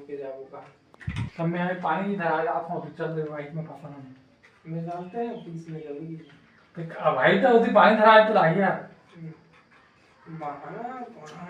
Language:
Chhattisgarhi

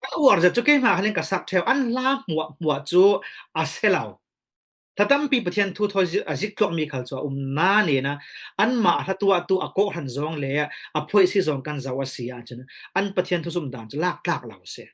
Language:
Falam Chin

